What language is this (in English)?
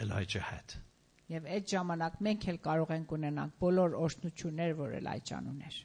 Armenian